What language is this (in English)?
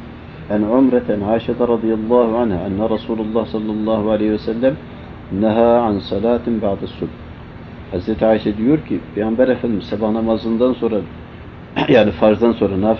Turkish